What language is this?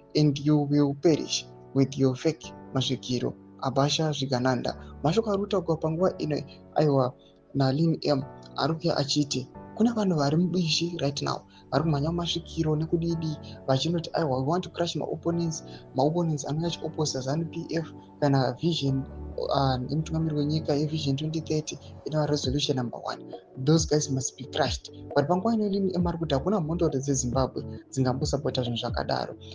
Shona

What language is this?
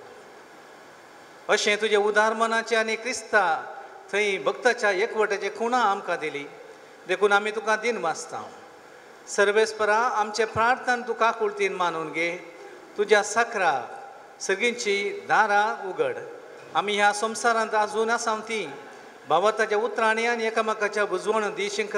Konkani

